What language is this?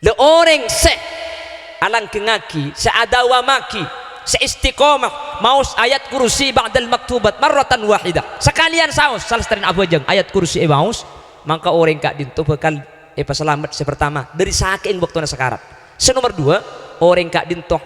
Madurese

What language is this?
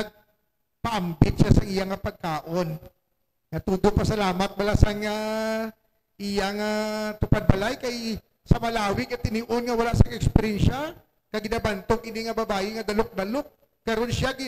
Hiligaynon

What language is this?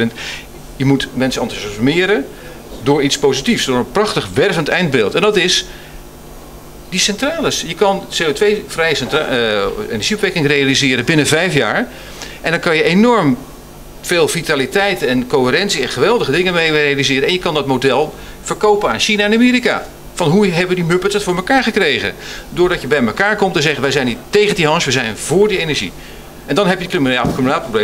Dutch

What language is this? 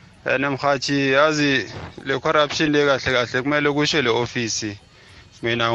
South Ndebele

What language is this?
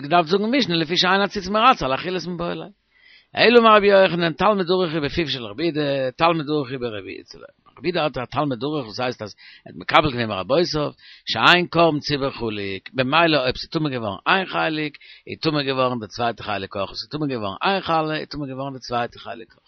Yiddish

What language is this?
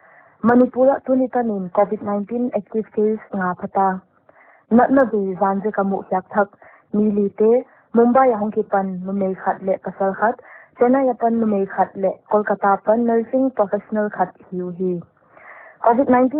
Paite Chin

